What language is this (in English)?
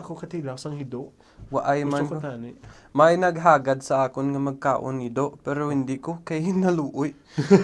Hiligaynon